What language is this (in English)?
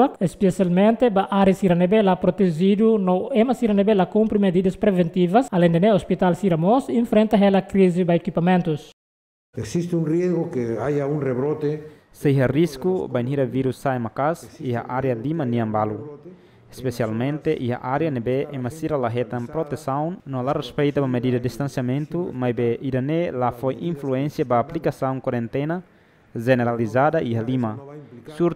Tetum